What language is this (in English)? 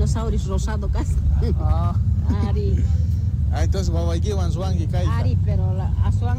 South Bolivian Quechua